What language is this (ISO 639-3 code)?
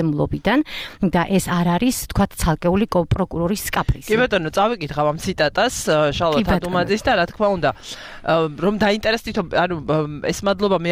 kat